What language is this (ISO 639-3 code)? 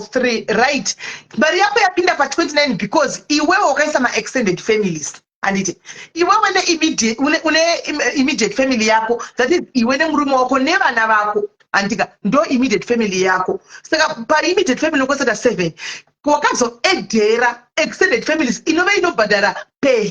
sna